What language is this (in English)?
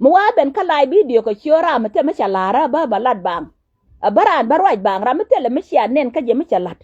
Nuer